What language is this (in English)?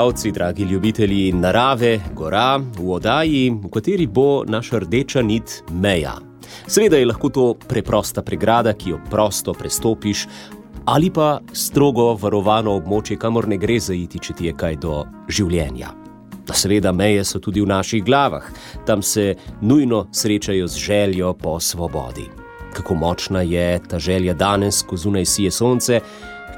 Slovenian